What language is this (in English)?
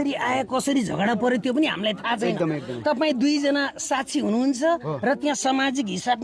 Nepali